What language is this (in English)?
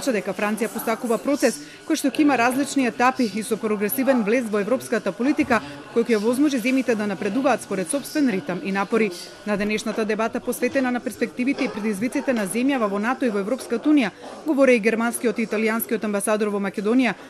Macedonian